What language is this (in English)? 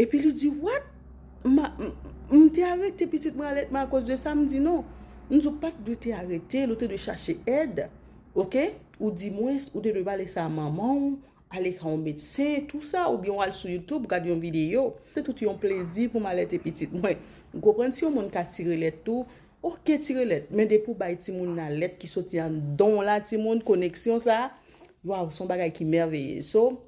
Haitian Creole